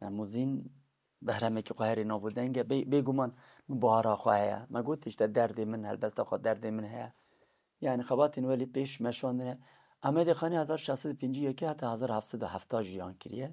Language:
Kurdish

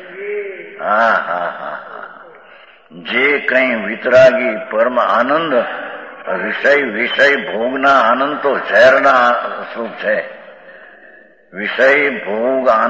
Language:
Gujarati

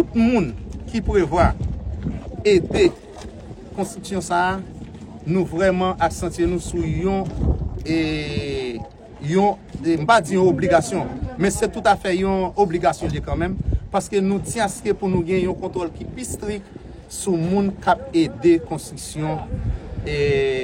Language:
Haitian Creole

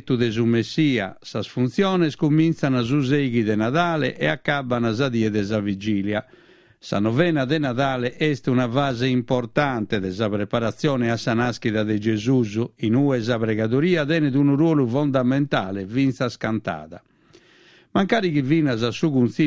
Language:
Sardinian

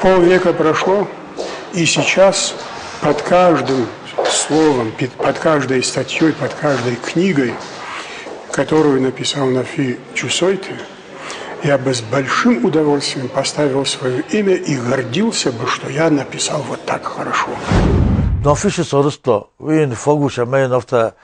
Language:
Ossetic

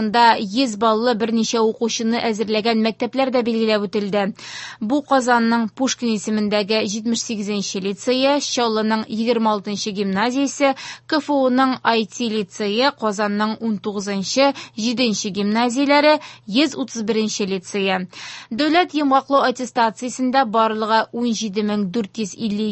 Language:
Tatar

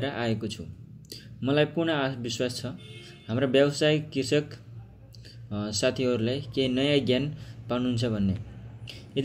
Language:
Nepali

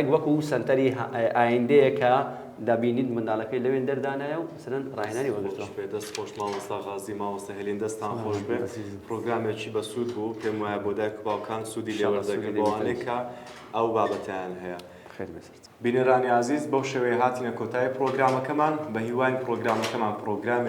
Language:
Central Kurdish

